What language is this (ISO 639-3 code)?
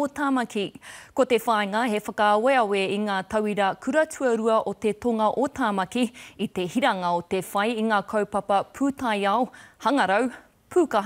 mri